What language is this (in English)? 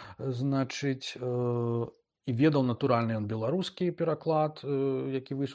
Belarusian